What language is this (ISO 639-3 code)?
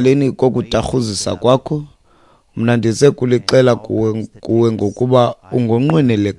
xho